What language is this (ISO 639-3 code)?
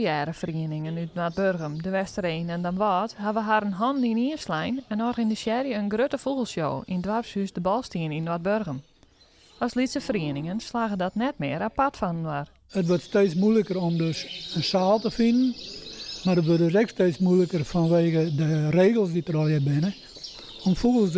fry